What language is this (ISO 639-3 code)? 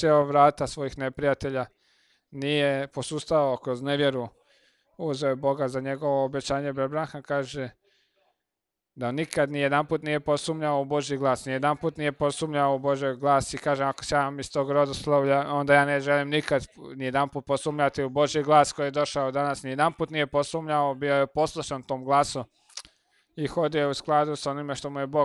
hrv